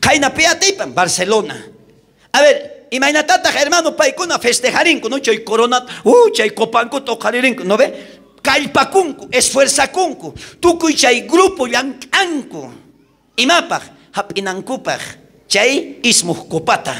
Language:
South Bolivian Quechua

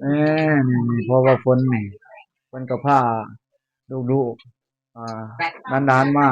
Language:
Lao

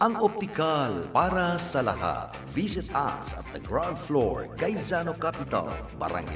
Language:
Bikol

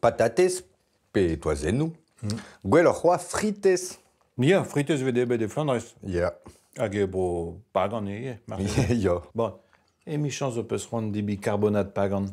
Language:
Breton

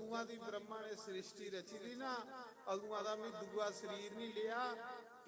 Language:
Dogri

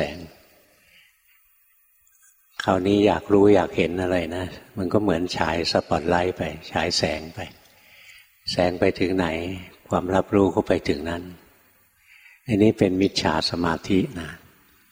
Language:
Thai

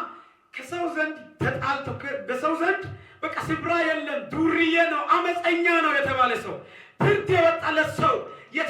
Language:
Amharic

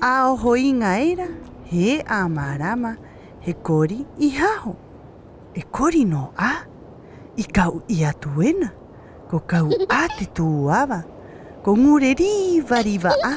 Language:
Rapanui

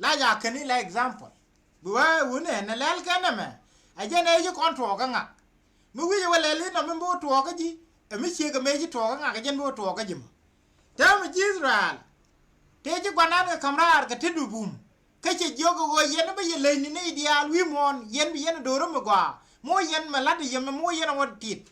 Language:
Nuer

